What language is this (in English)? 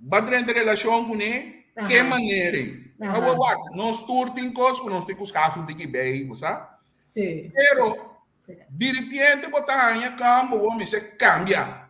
Papiamento